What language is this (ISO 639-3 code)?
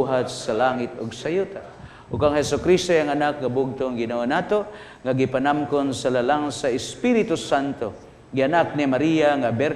ceb